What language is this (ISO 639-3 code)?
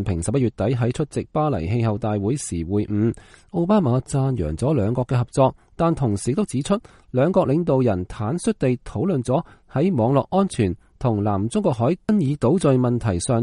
yue